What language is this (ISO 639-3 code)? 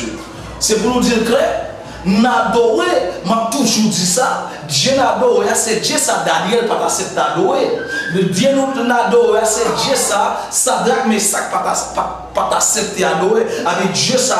hat